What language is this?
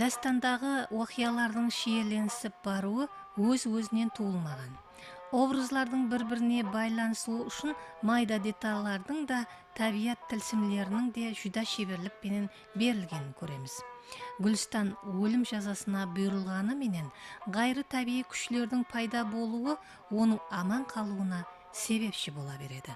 Kara-Kalpak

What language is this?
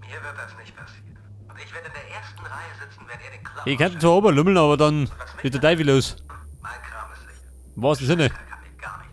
Bavarian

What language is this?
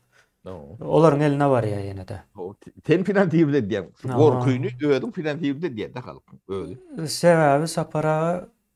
Turkmen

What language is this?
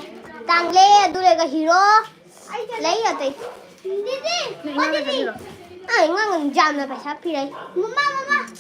Manipuri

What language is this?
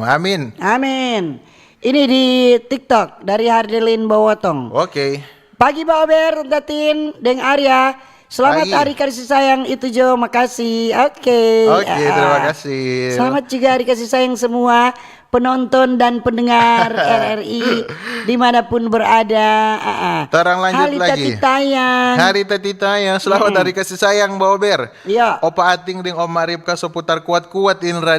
Manado Malay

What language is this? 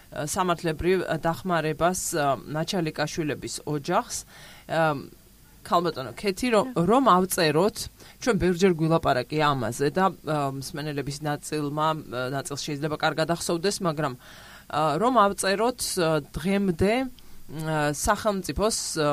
Georgian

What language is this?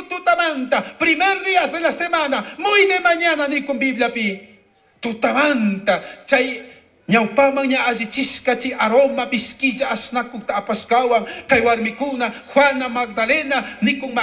Chimborazo Highland Quichua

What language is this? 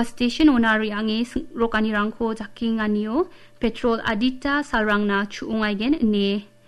Garo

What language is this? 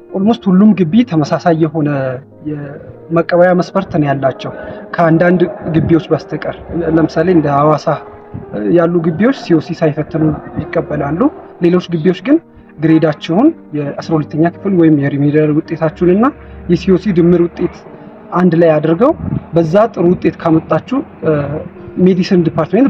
Amharic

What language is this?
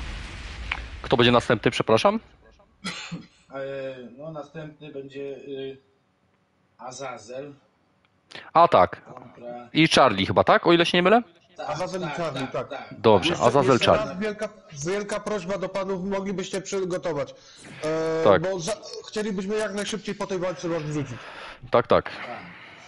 Polish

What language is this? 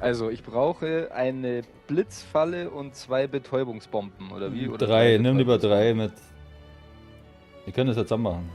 Bavarian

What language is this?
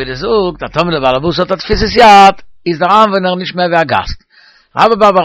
Yiddish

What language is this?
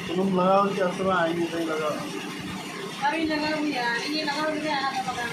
Santali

